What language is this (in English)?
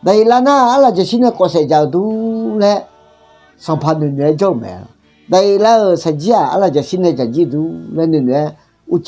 Akha